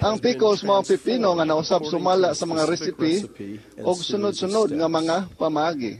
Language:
Cebuano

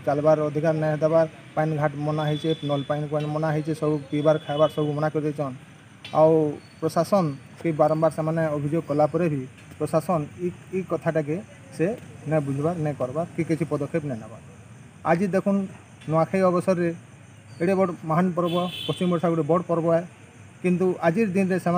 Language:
Sambalpuri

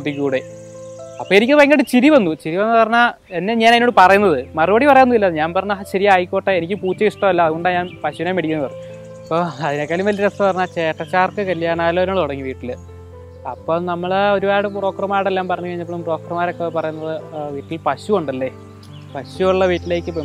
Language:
Malayalam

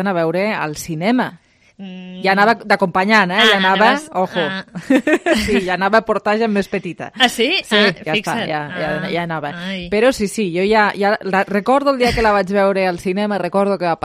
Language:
Catalan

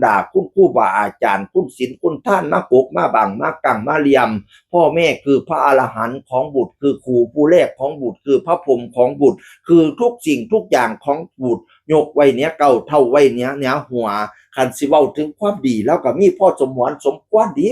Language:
Northeastern Thai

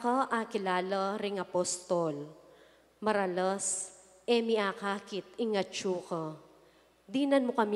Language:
Pampanga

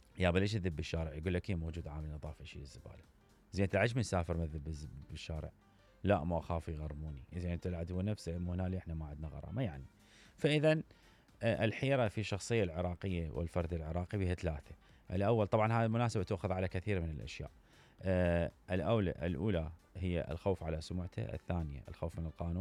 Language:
Mesopotamian Arabic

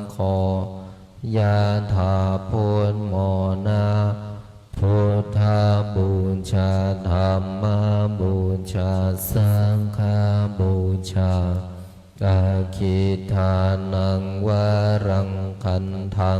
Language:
Pali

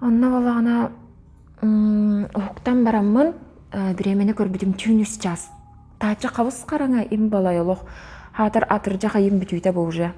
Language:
Yakut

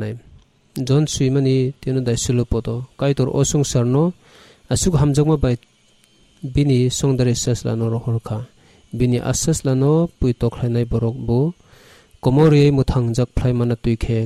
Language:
Kok Borok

